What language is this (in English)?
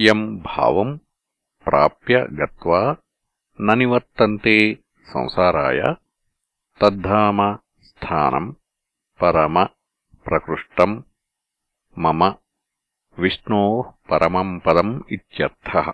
Sanskrit